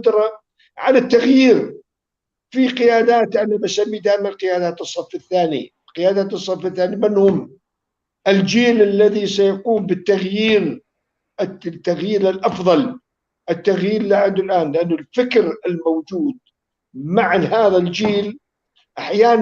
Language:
North Levantine Arabic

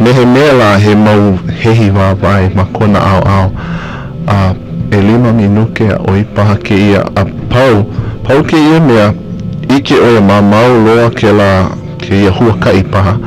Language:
Hawaiian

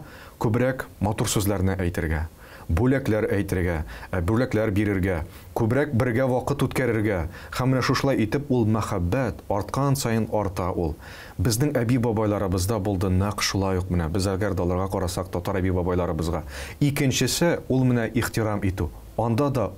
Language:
Tatar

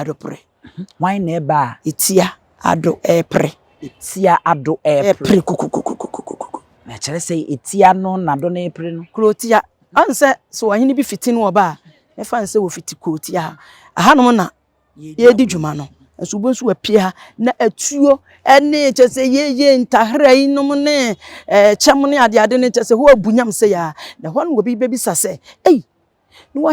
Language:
Akan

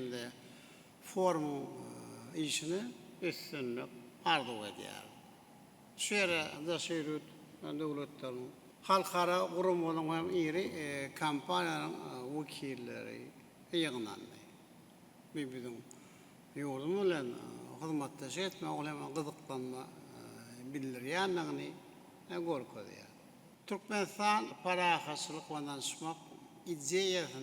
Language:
Turkmen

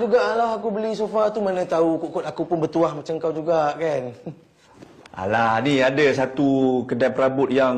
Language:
Malay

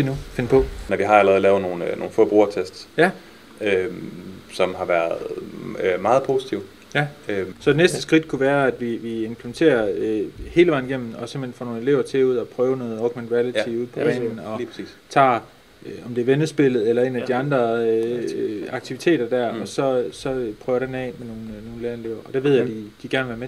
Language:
Danish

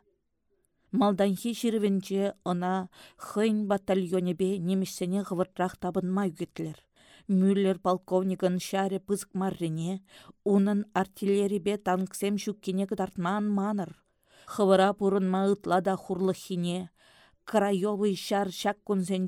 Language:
Chuvash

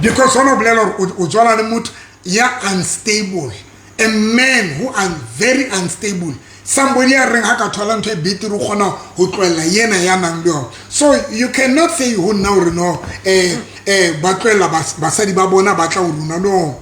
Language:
Southern Sotho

